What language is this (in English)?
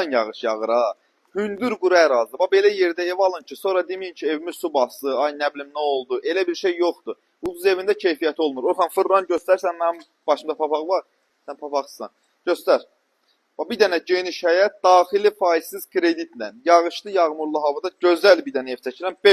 Azerbaijani